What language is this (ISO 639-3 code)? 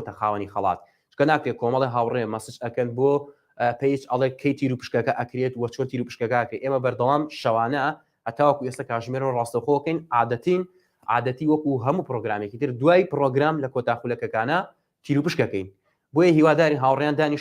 ckb